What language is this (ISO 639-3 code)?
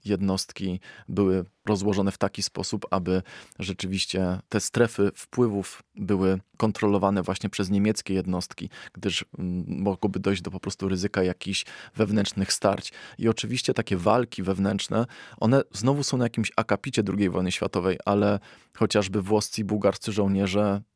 pol